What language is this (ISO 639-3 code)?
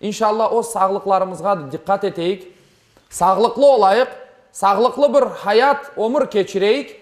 crh